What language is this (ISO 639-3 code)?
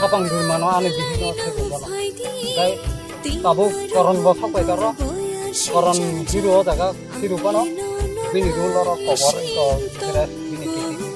trp